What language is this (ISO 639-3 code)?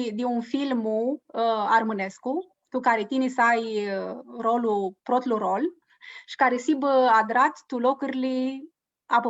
rup